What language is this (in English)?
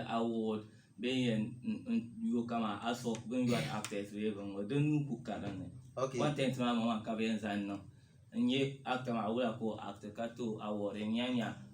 Dagbani